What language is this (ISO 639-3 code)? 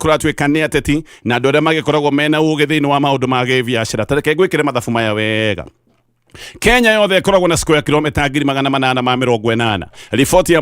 kik